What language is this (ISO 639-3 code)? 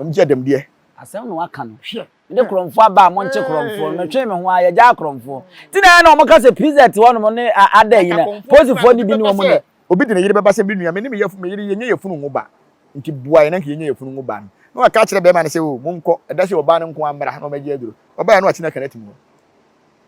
aka